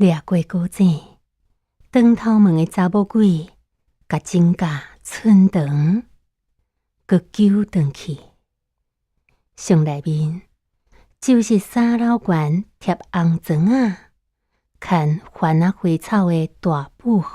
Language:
Min Nan Chinese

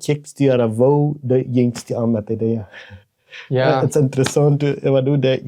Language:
Plautdietsch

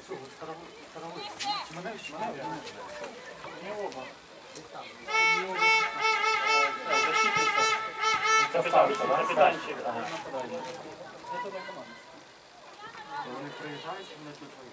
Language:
Ukrainian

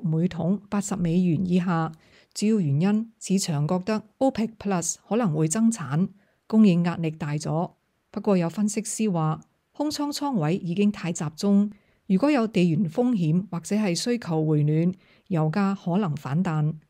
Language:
Cantonese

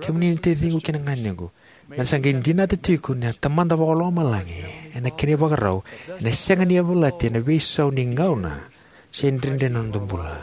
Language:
Fijian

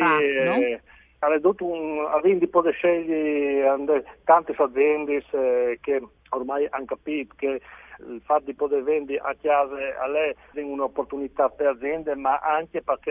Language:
Friulian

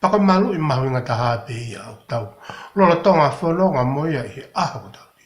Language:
Tongan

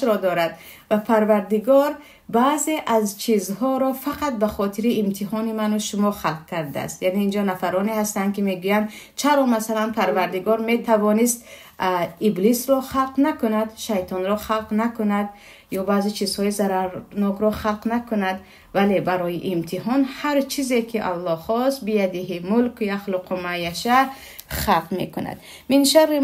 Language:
Tajik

